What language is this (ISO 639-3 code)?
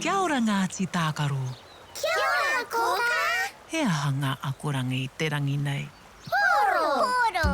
mri